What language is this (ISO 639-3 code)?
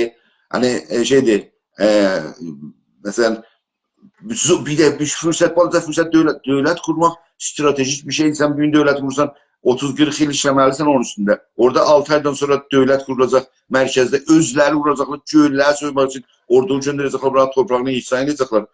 azb